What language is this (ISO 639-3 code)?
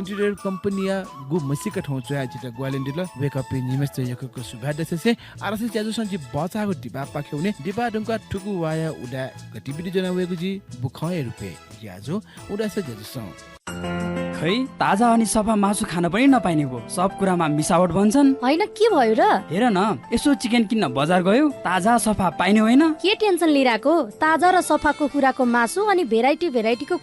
new